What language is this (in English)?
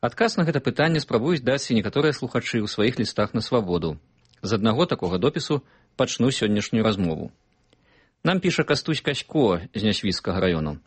Belarusian